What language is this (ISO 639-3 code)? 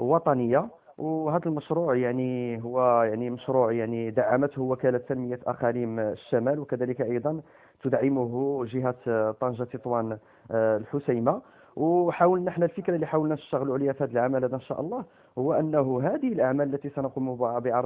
ara